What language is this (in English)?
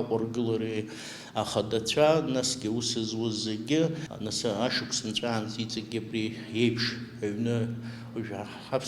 Abkhazian